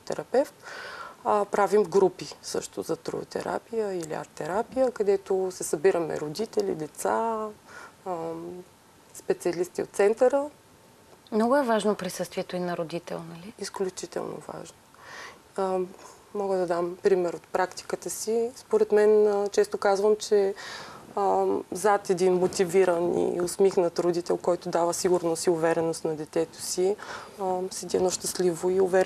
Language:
Bulgarian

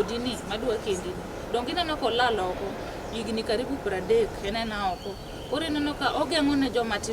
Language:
Luo (Kenya and Tanzania)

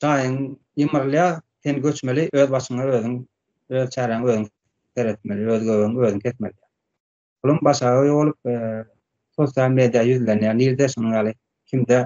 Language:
Turkmen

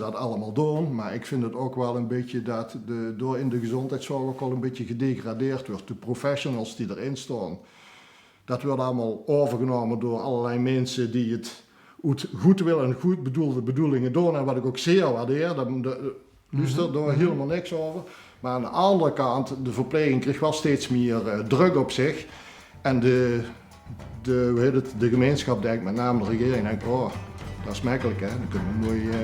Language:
Limburgish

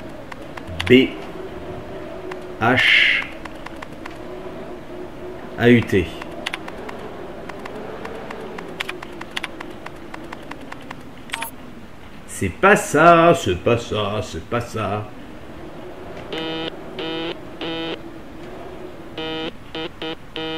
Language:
French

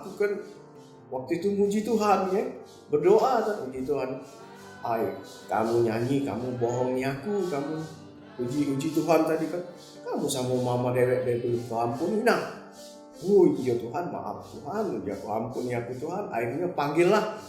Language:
Musi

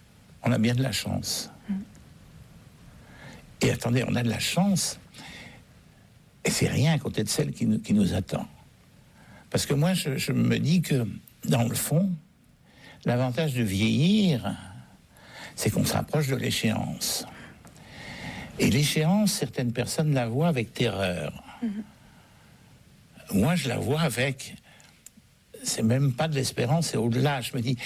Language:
French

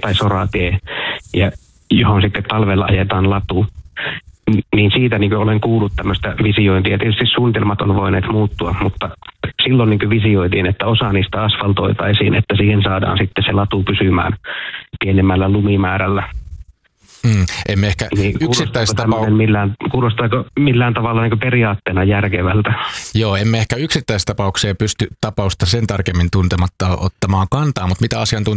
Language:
Finnish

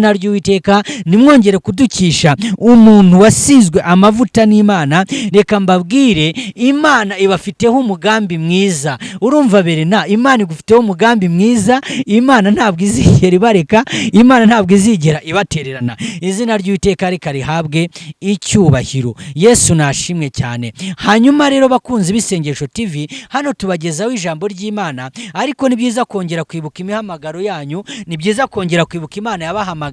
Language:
Kinyarwanda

